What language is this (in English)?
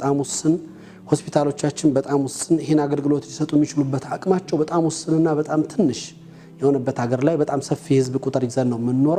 Amharic